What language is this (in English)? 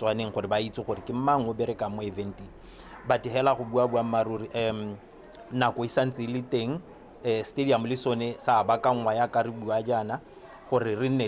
Tswana